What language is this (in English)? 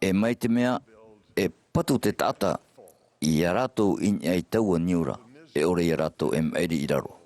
Tahitian